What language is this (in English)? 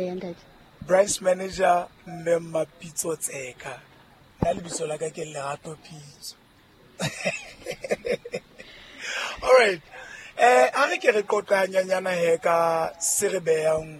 Southern Sotho